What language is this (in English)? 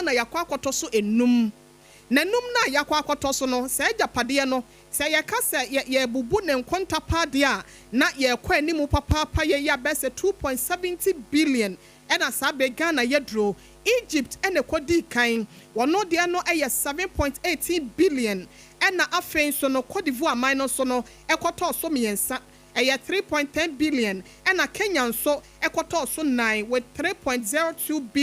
Akan